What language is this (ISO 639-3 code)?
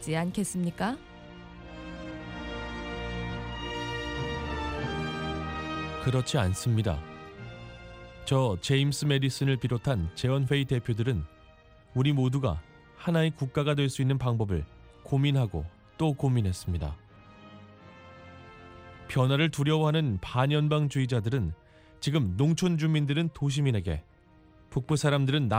kor